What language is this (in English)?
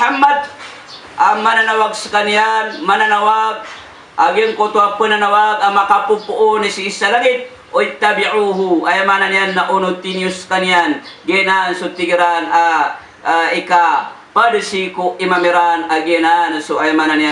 Maranao